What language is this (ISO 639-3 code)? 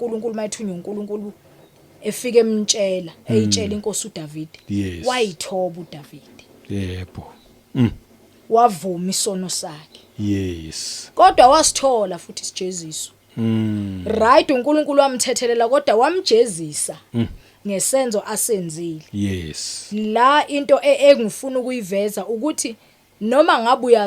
zul